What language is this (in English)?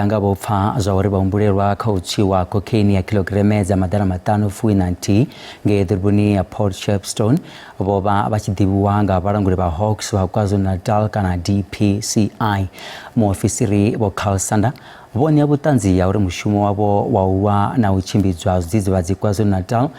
Venda